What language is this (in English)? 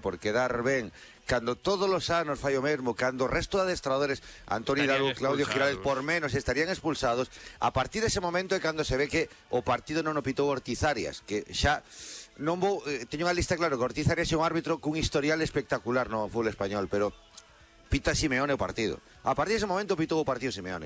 Galician